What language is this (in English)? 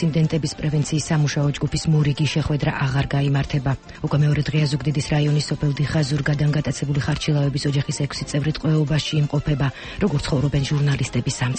Georgian